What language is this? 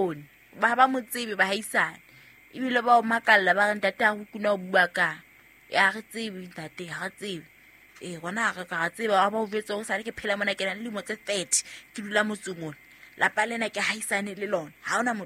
Southern Sotho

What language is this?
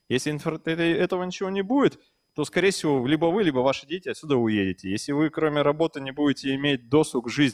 Russian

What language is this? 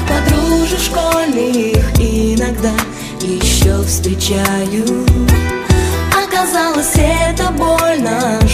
Russian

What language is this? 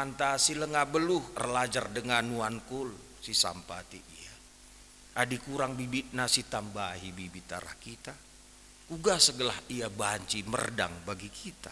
Batak Karo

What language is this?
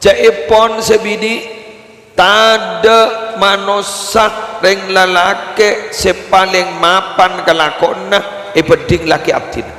Madurese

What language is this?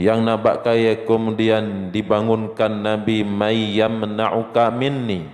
Achinese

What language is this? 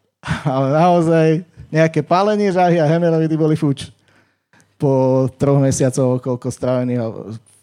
Slovak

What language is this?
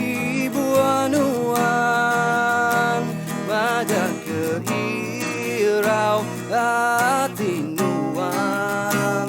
Iban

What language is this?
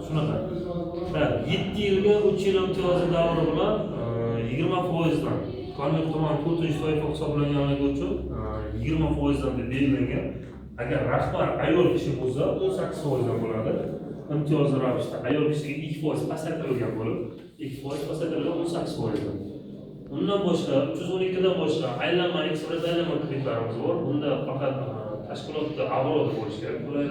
Uzbek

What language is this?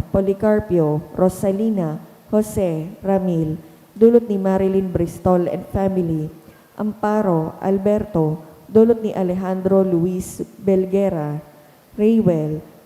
Bikol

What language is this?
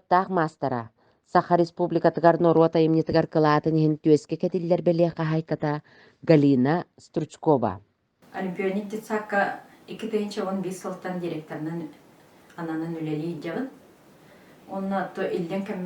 Yakut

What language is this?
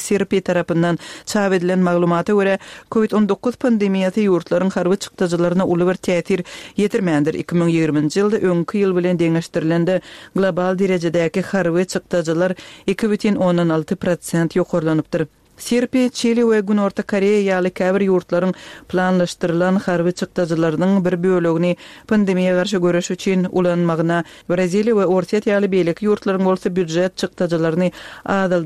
Kyrgyz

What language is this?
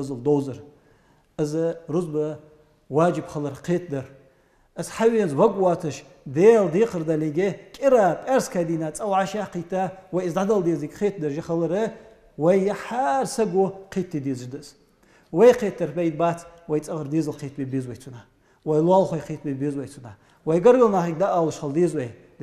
Ingush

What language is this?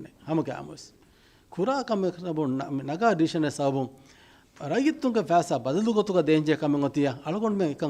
Divehi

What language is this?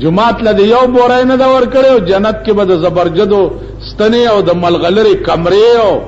Pashto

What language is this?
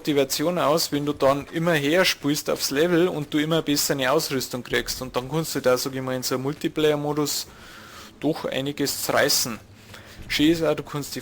Bavarian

